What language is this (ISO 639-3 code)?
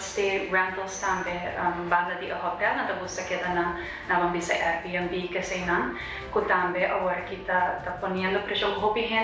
pap